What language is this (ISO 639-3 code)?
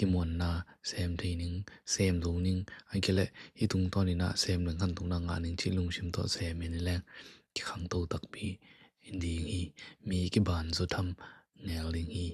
ctd